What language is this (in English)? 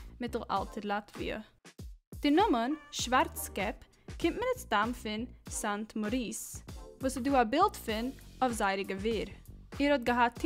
Yiddish